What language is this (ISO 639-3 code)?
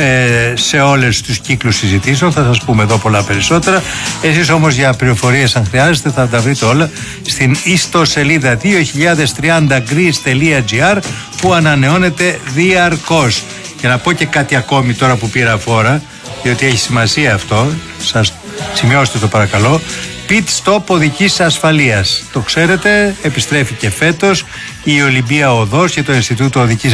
ell